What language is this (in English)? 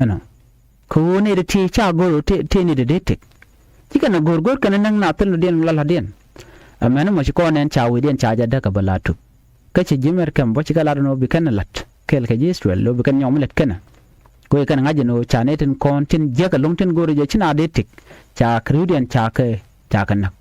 Nuer